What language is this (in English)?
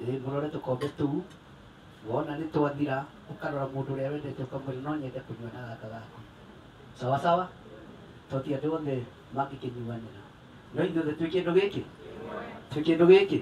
Kikuyu